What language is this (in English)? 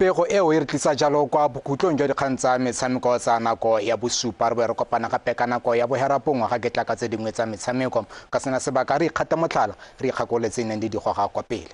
Tswana